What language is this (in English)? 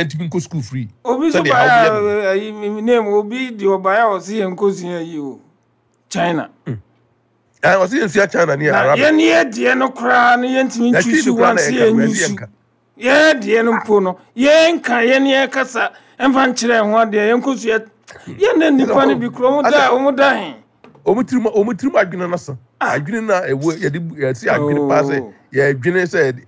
Akan